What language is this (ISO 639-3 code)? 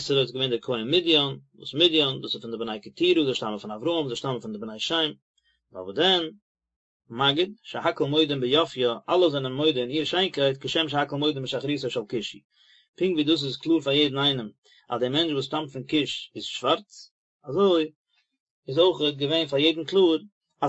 yid